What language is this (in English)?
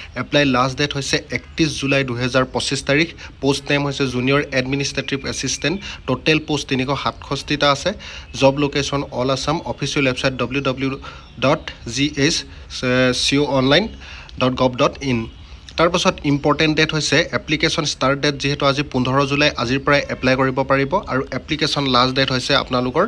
Assamese